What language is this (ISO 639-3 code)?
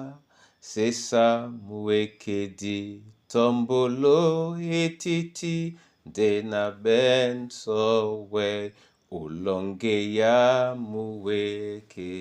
dua